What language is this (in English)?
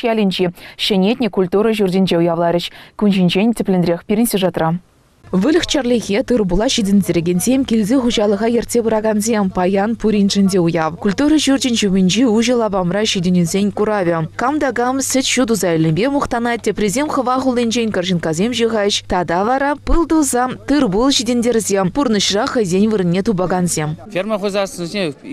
Chuvash